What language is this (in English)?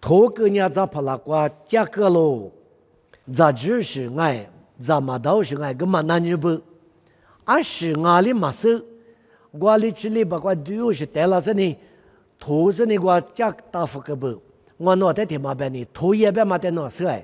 Lisu